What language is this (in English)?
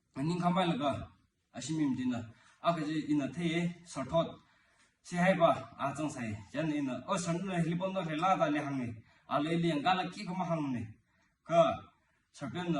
Tangkhul Naga (India)